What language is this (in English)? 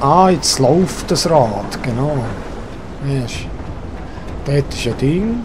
Swiss German